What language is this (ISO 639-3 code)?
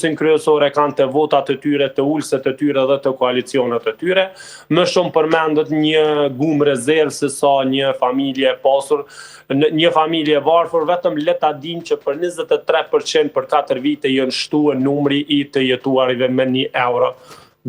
sqi